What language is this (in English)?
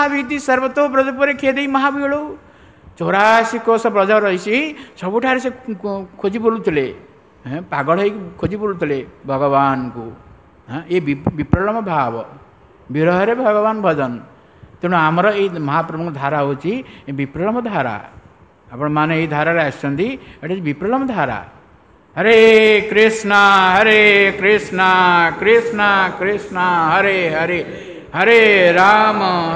Odia